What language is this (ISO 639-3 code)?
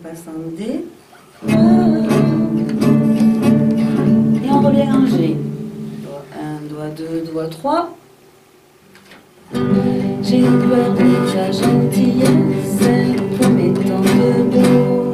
fra